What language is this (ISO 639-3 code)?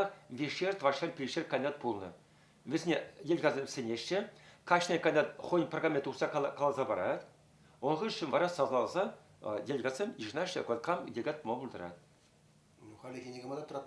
chv